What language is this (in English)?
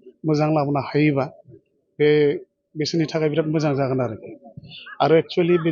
Bodo